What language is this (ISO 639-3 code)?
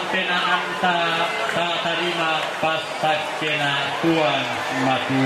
sda